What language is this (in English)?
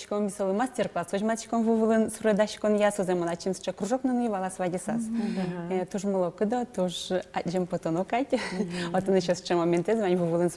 Udmurt